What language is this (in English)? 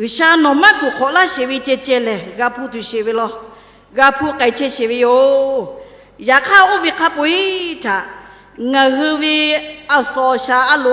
Lahu